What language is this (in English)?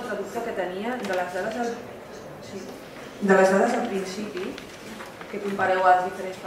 Catalan